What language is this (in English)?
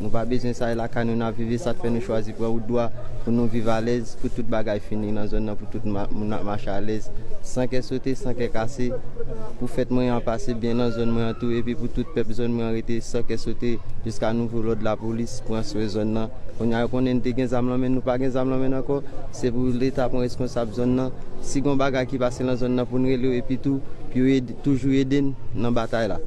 Haitian Creole